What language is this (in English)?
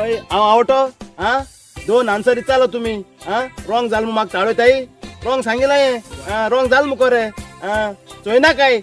Konkani